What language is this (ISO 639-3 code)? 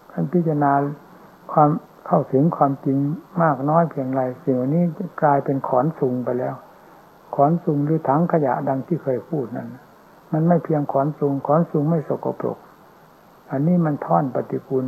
tha